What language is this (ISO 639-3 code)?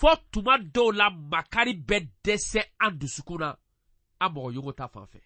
bam